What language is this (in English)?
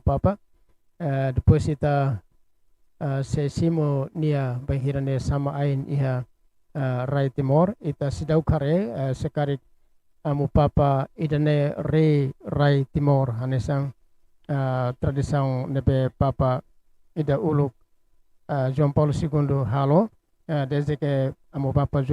Tetum